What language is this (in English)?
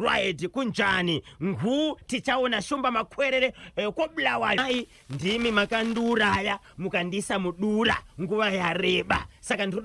Shona